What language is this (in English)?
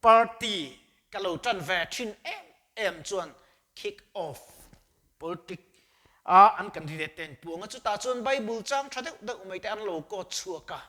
Mizo